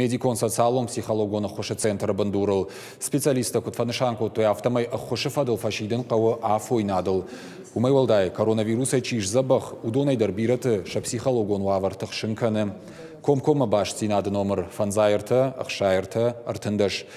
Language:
Ossetic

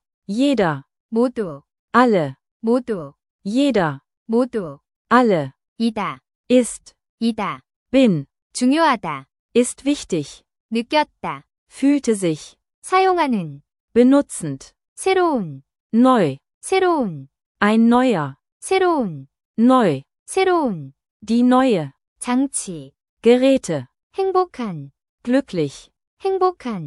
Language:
Korean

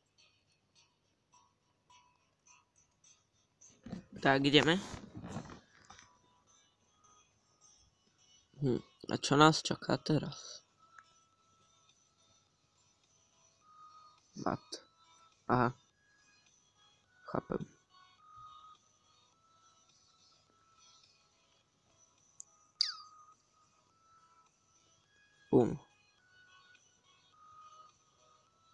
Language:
Slovak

